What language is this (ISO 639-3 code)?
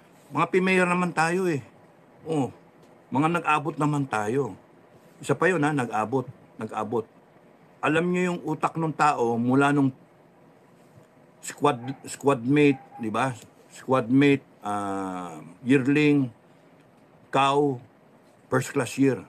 fil